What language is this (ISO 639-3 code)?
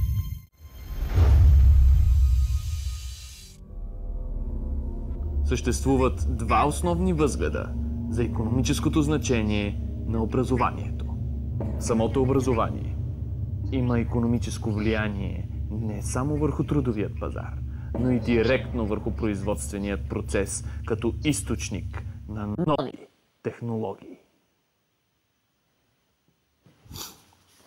bul